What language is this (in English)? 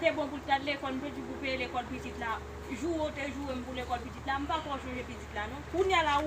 Haitian Creole